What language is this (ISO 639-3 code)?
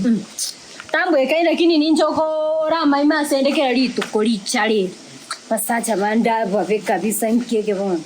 guz